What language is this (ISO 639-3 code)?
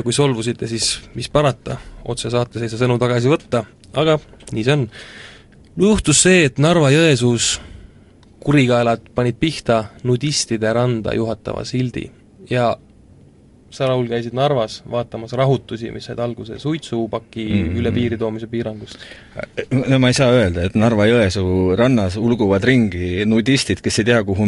est